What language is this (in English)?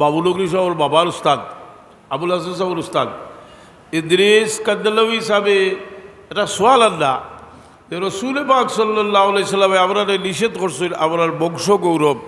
Sylheti